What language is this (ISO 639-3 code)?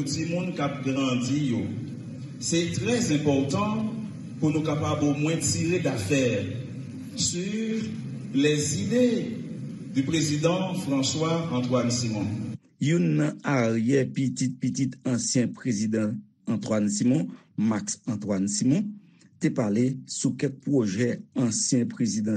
hat